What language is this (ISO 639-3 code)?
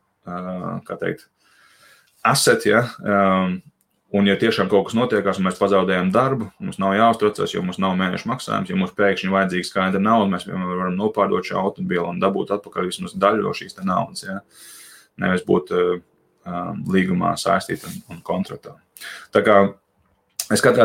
lav